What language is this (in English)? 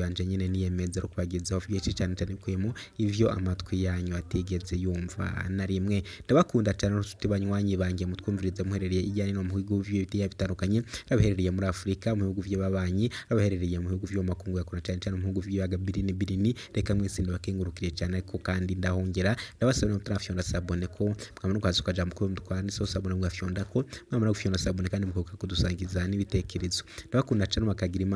Rundi